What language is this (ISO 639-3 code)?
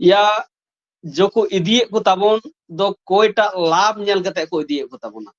sat